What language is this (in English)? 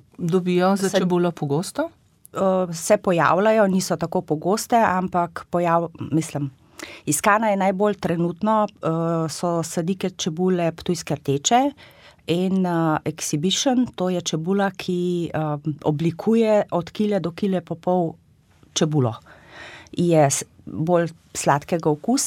Slovenian